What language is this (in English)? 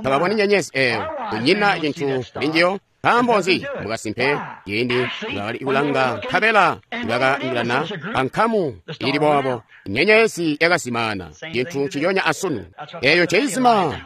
Tonga (Zambia)